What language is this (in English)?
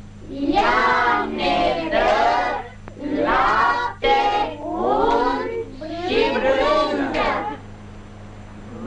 Romanian